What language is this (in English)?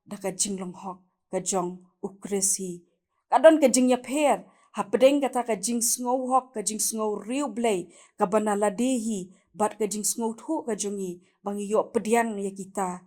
Khasi